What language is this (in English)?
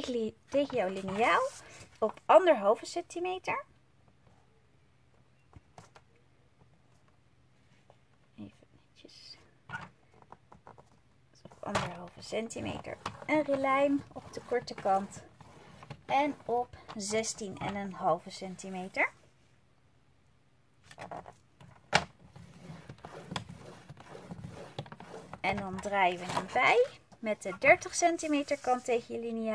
Dutch